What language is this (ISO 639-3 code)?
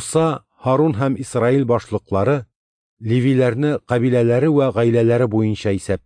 tat